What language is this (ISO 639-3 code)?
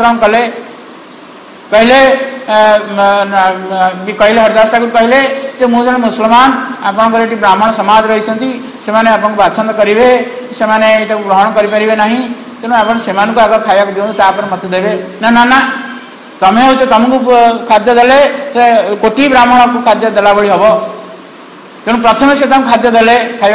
ori